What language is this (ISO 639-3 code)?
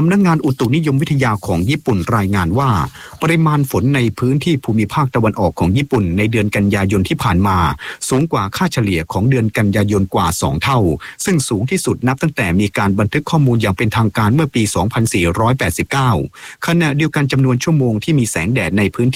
tha